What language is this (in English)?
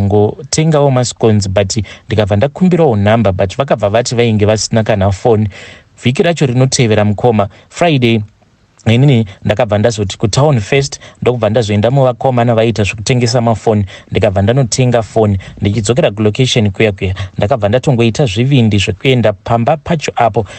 Shona